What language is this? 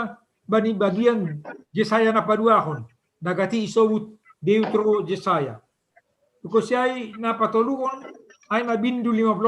Batak Simalungun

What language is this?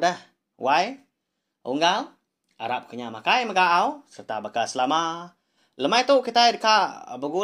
Iban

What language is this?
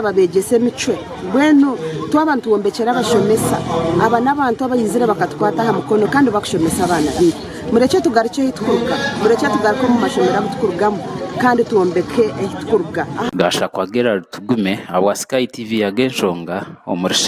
Nyankole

